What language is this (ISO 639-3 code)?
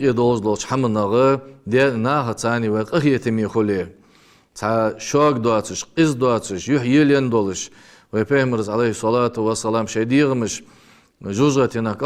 inh